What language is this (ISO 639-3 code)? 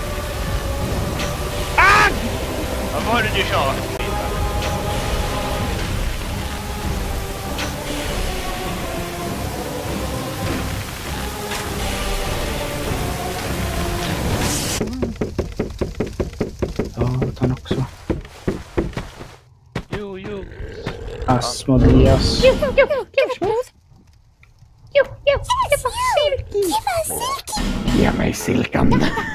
swe